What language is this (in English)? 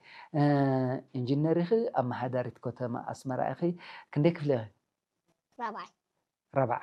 Tigrinya